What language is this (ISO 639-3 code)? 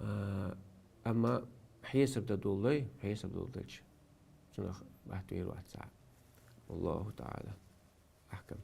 che